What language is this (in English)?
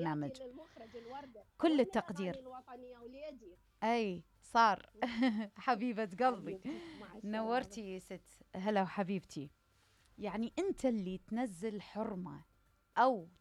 Mesopotamian Arabic